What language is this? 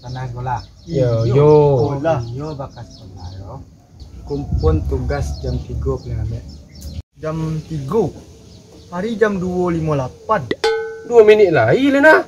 Minangkabau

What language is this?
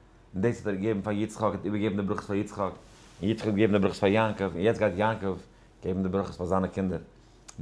Yiddish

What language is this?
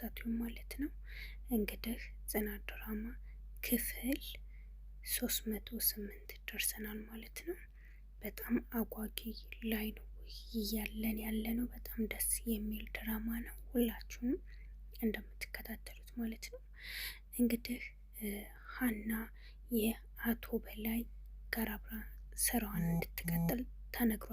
Amharic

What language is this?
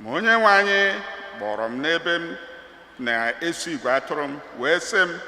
Igbo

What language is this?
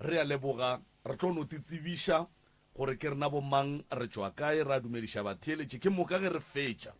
Northern Sotho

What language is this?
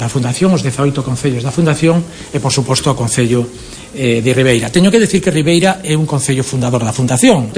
Galician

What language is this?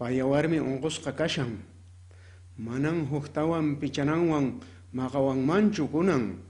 Quechua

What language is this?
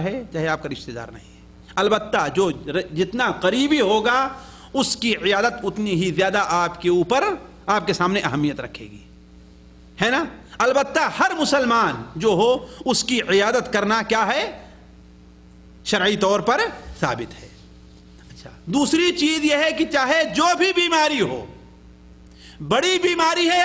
Urdu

